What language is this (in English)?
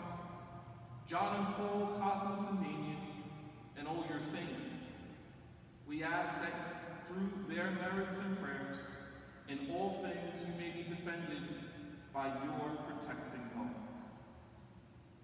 English